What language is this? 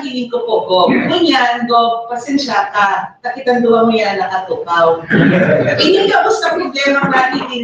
Bikol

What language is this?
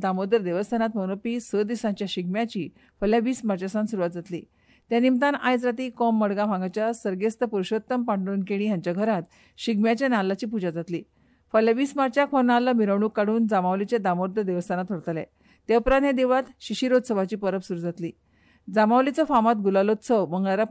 Konkani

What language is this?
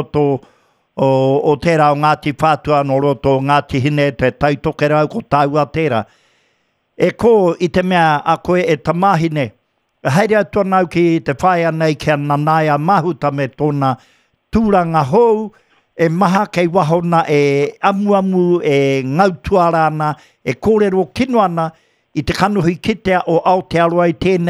Māori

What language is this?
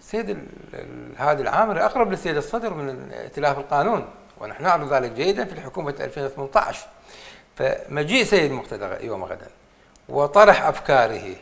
Mesopotamian Arabic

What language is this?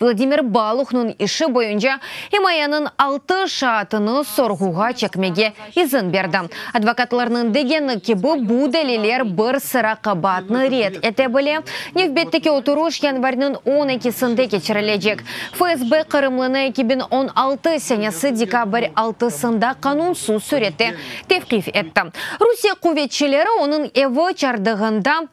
Crimean Tatar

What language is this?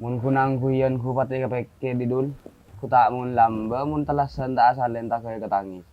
Madurese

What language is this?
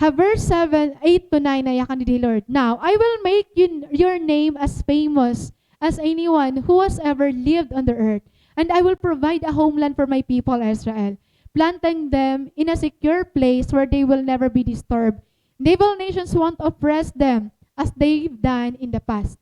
Waray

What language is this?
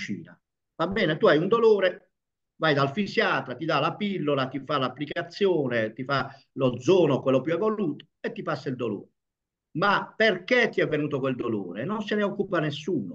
Italian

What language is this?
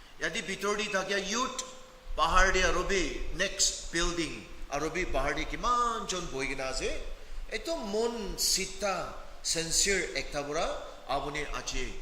Naga Pidgin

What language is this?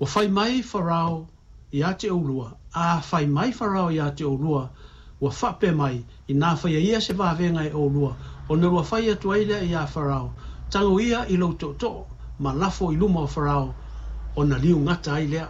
Samoan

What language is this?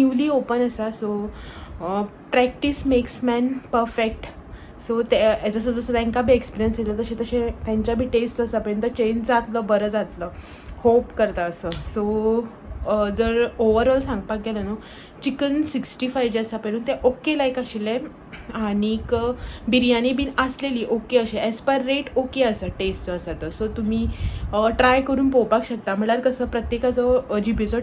Konkani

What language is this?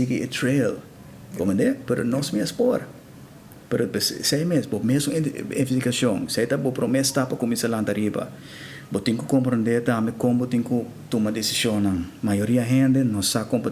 Papiamento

